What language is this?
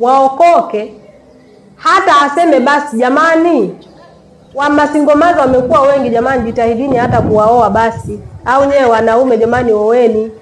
Swahili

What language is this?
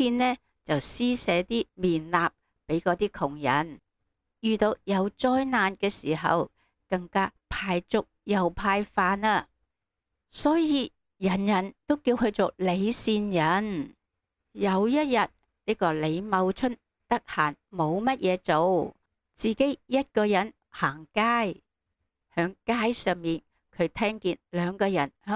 Cantonese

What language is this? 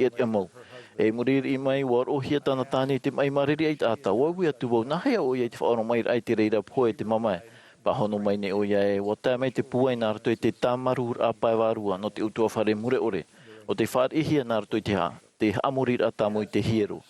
Tahitian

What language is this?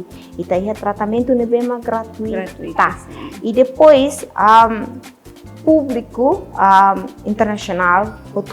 Tetum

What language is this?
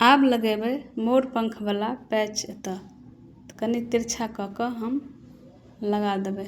Maithili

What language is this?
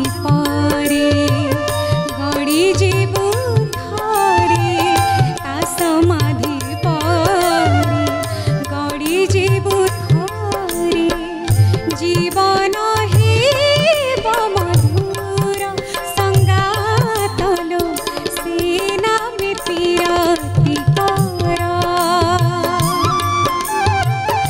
Odia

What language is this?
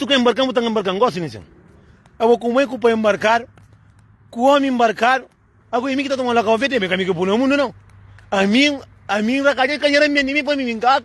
Kabuverdianu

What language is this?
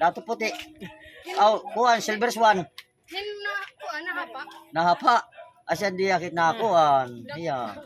Waray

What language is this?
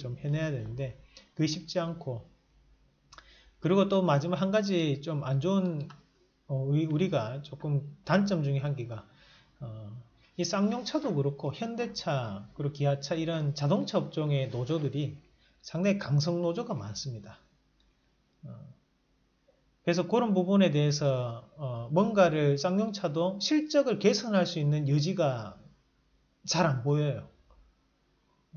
Korean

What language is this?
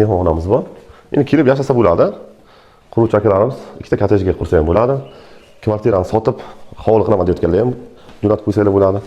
Uzbek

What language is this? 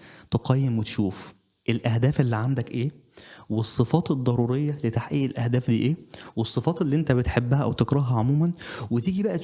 Egyptian Arabic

